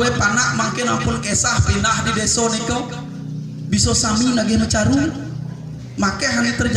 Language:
Balinese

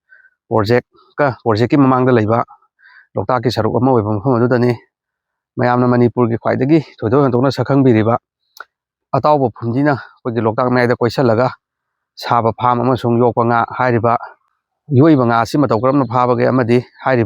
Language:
Manipuri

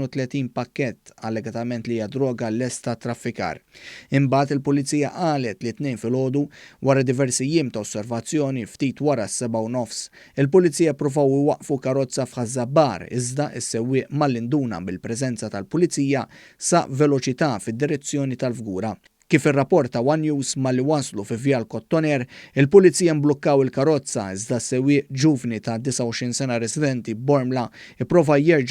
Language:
Maltese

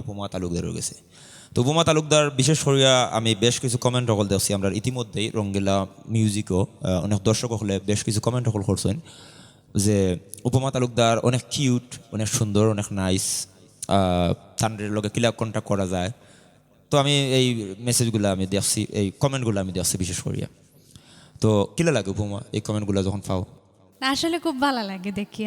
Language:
Sylheti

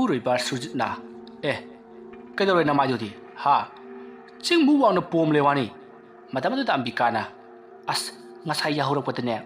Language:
Manipuri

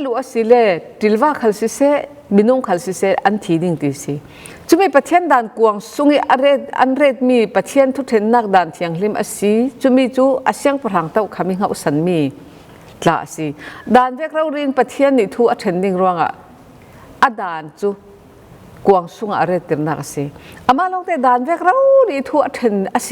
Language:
Falam Chin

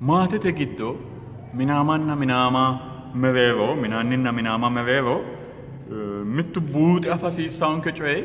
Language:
Sidamo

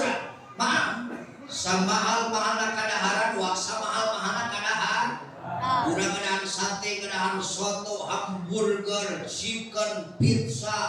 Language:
Sundanese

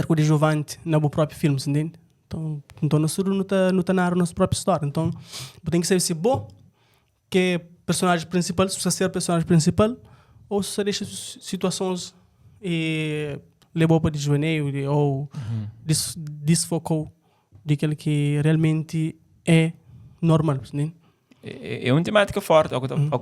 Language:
Kabuverdianu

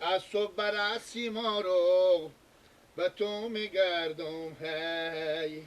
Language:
Persian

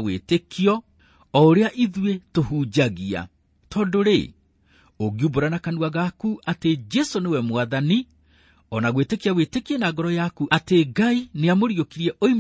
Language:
Kikuyu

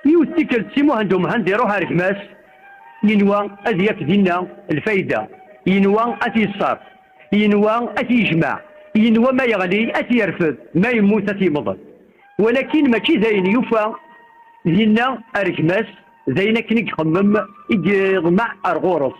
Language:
Kabyle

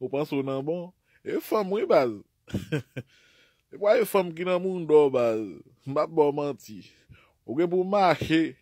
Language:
Haitian Creole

